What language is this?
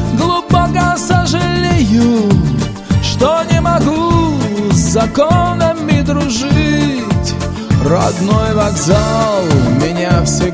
Russian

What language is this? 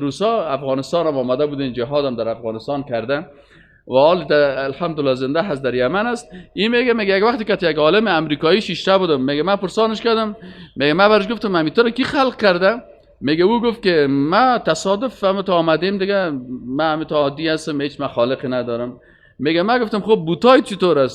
Persian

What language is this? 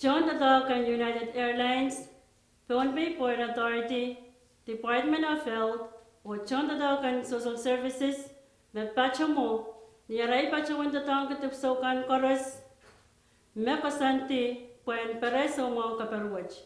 Pohnpeian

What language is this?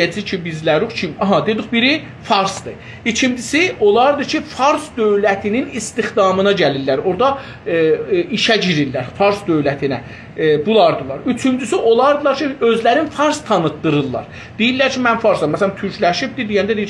South Azerbaijani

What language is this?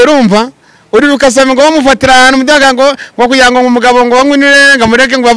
Kinyarwanda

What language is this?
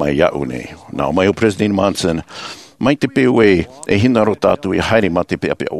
Tahitian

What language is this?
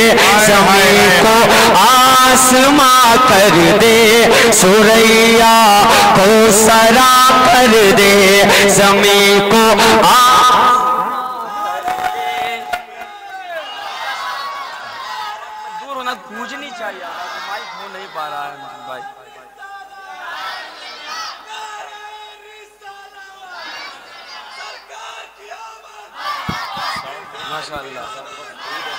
Urdu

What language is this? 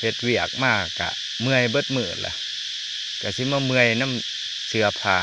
Lao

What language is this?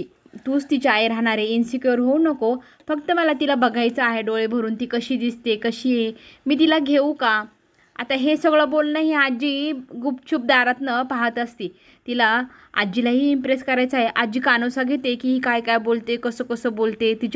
Marathi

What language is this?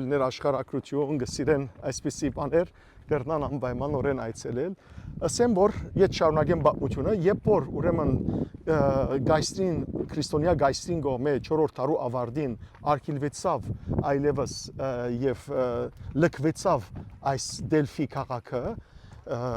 Western Armenian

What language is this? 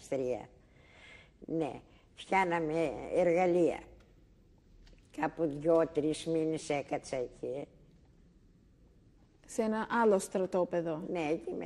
Greek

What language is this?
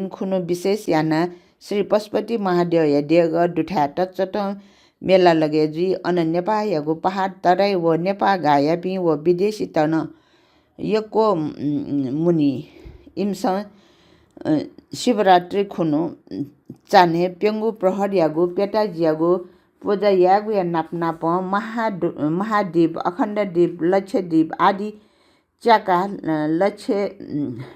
Newari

